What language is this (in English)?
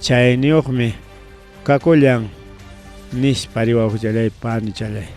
Ayacucho Quechua